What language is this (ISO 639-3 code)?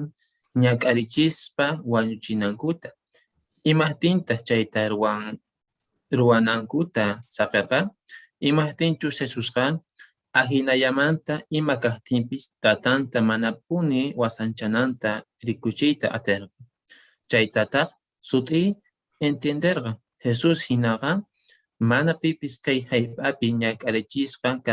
que